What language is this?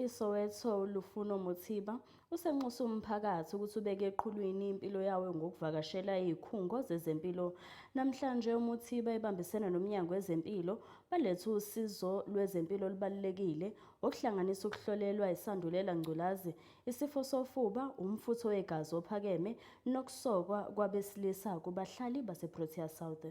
Zulu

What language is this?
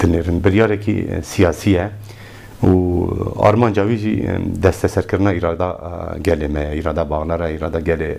Kurdish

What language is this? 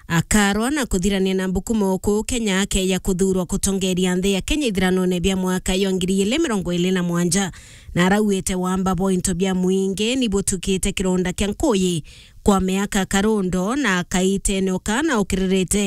Meru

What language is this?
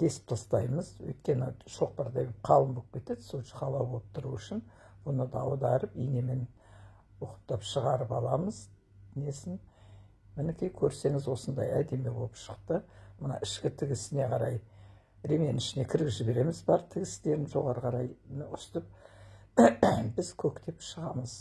Kazakh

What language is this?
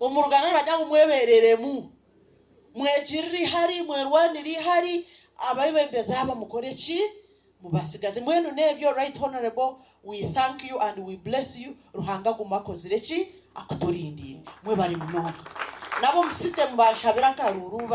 Nyankole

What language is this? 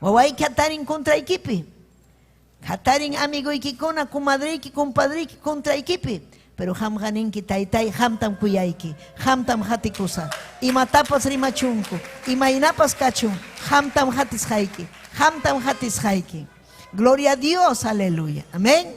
Ayacucho Quechua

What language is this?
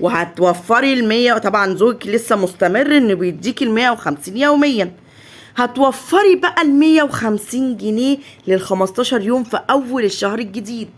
Egyptian Arabic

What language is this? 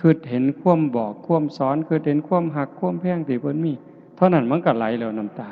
Northeastern Thai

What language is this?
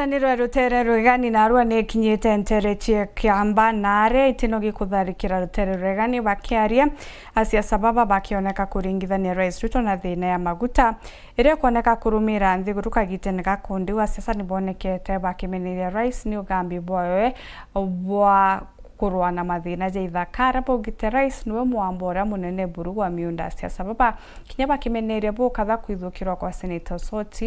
Meru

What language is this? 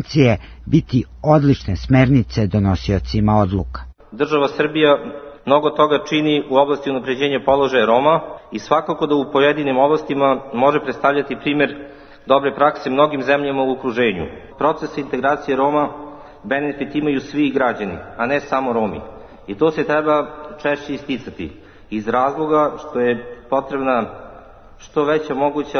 Serbian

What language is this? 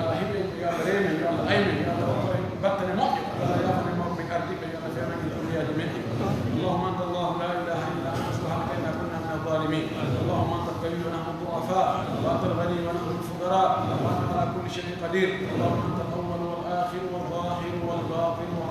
Pular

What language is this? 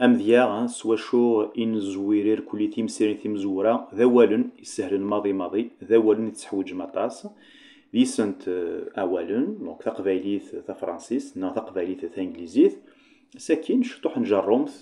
Kabyle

